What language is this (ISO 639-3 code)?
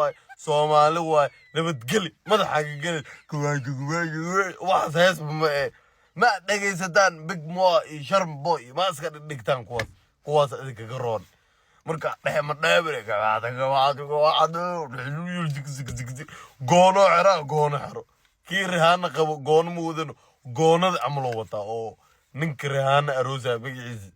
som